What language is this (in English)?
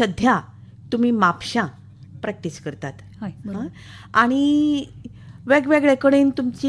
Konkani